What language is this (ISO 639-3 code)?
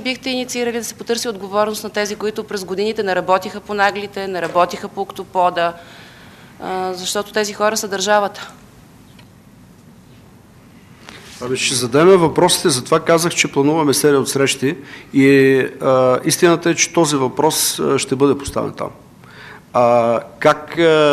bul